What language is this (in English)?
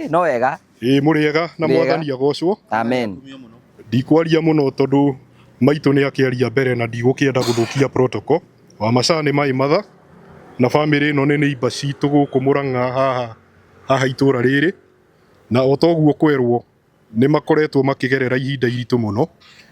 Kikuyu